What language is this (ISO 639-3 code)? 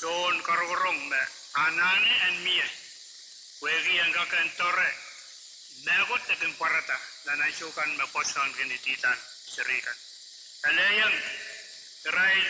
pon